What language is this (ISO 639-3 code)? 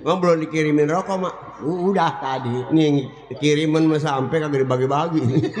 bew